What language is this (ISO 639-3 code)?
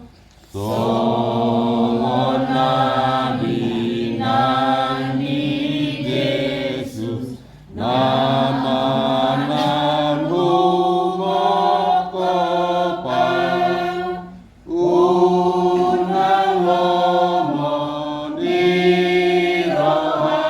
bbc